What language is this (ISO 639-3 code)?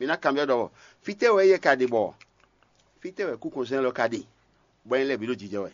fon